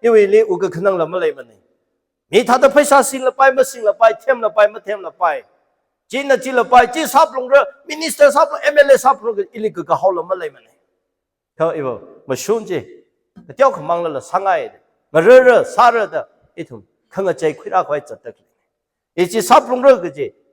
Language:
Tangkhul Naga (India)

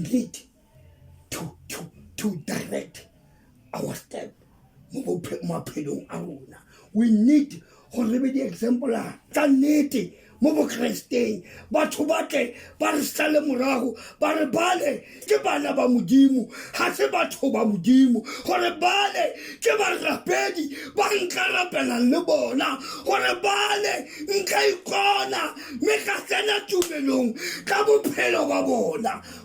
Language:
Tswana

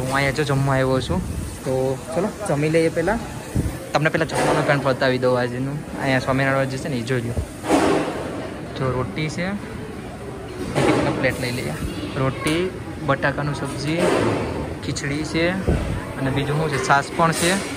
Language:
Gujarati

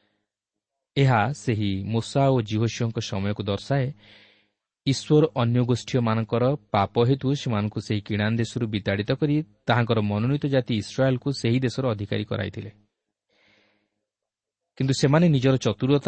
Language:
Odia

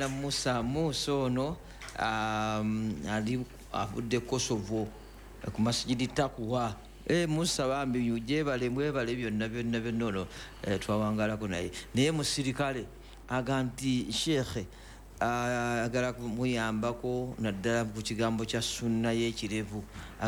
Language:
Ganda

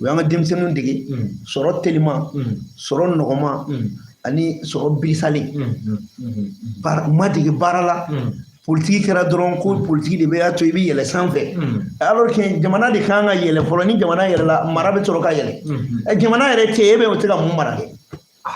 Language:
Bambara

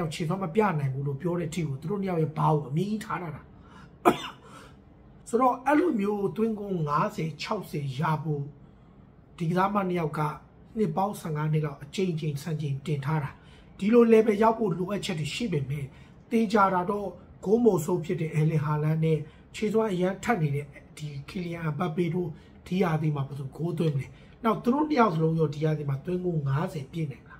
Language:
Burmese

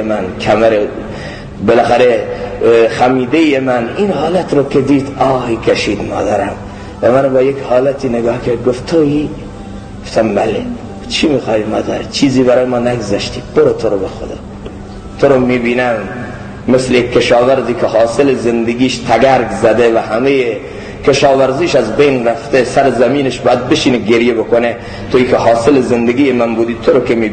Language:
Persian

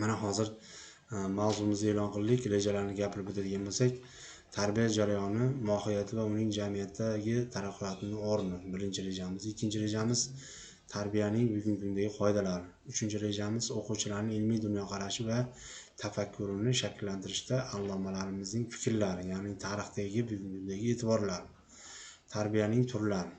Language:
Uzbek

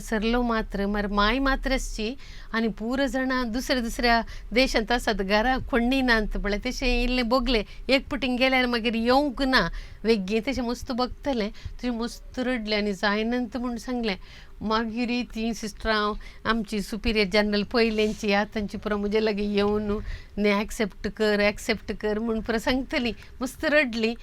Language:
Konkani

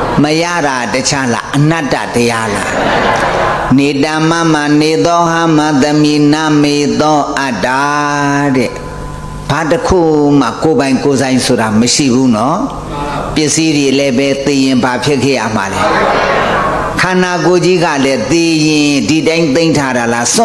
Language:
Burmese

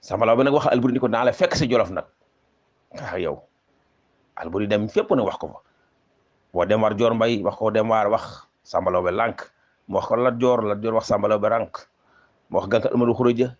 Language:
Wolof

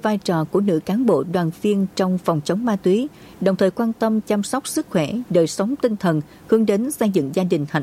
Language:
Vietnamese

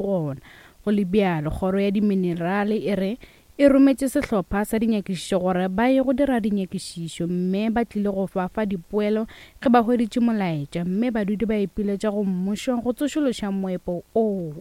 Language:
Northern Sotho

